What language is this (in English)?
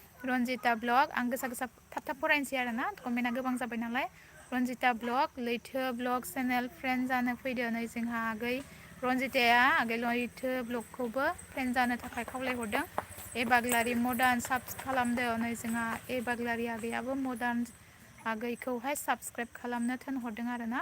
Bodo